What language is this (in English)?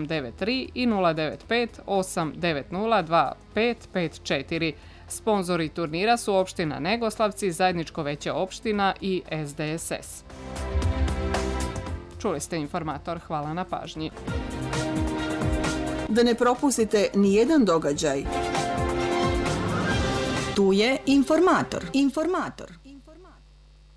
Serbian